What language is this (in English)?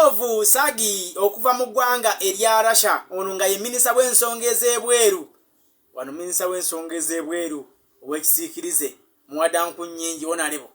Ganda